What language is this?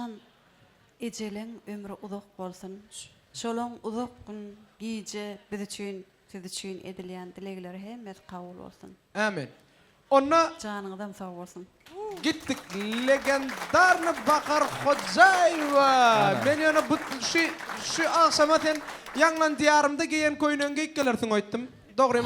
Turkmen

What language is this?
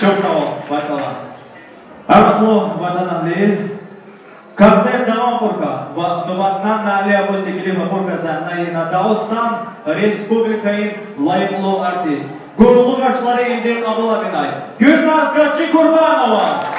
Tabassaran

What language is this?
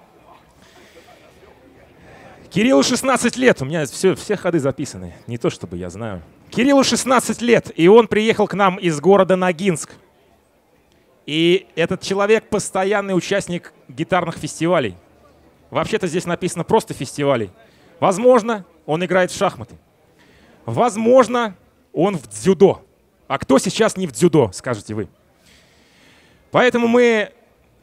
Russian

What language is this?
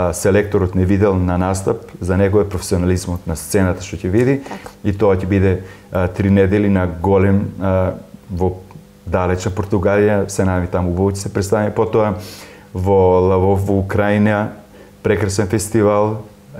Macedonian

